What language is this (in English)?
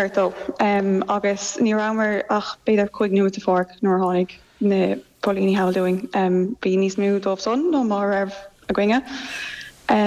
Irish